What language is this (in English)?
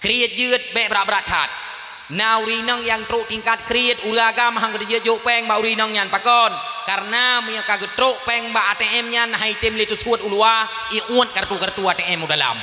Achinese